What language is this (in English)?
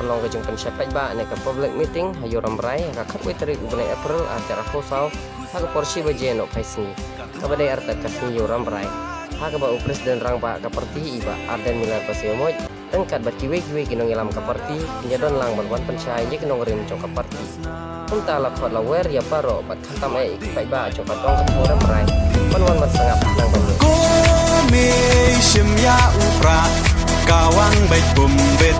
Khasi